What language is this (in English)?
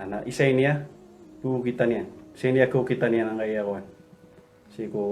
Maranao